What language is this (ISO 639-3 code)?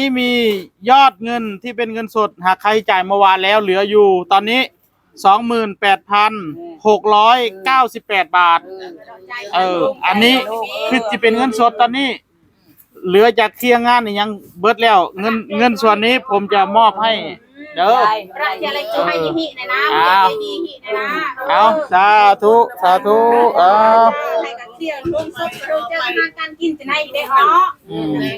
tts